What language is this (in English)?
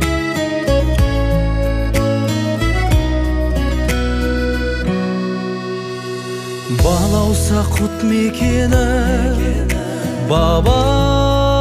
Kazakh